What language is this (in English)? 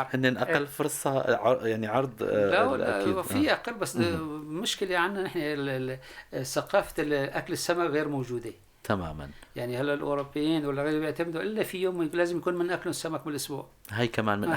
North Levantine Arabic